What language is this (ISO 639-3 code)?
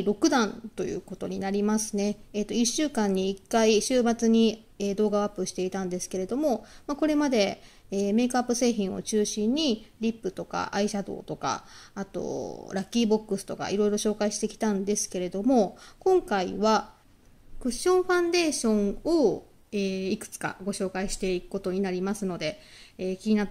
jpn